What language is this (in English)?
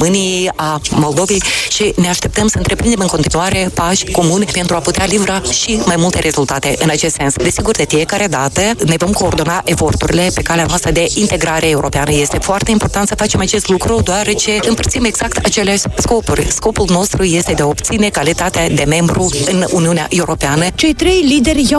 Romanian